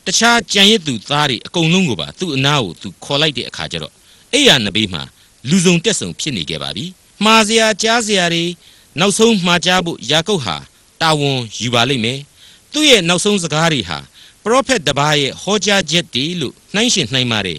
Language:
Burmese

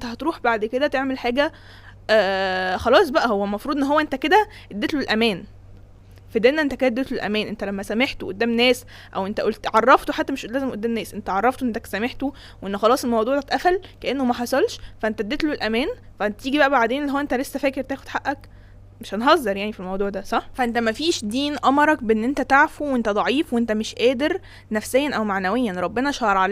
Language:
Egyptian Arabic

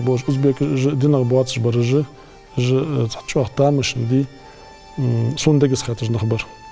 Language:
Ingush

